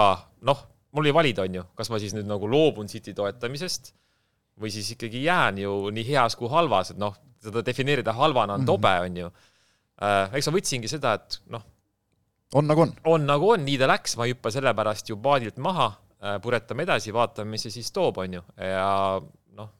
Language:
Estonian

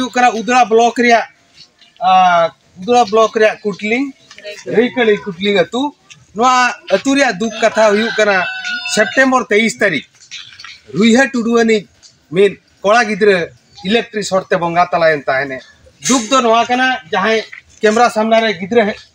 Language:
Santali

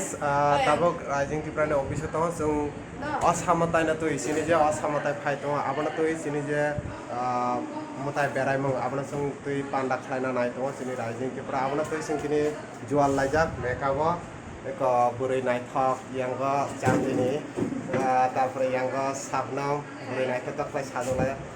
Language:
Kok Borok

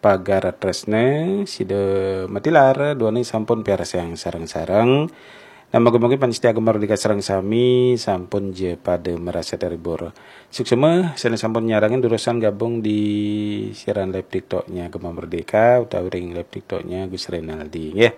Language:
Balinese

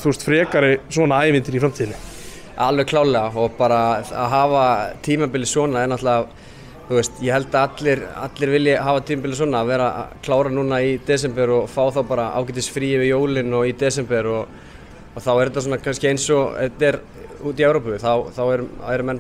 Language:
Icelandic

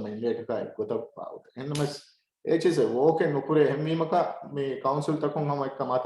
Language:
Divehi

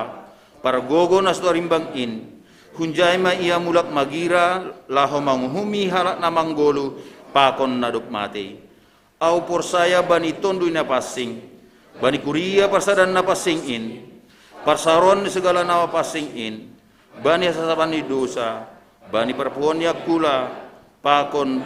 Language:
Batak Simalungun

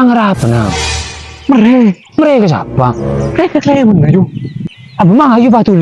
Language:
Madurese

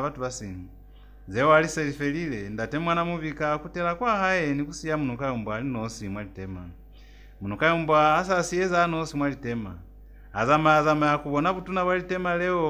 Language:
Lozi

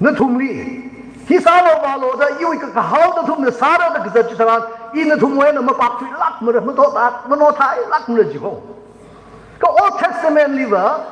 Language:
Tangkhul Naga (India)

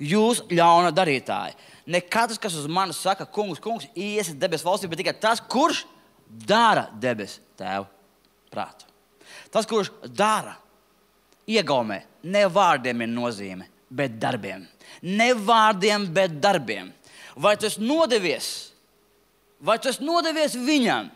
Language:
Latvian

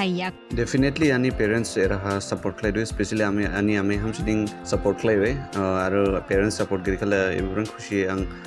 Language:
Dimasa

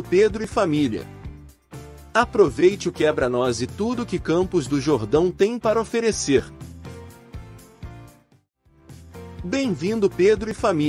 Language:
Portuguese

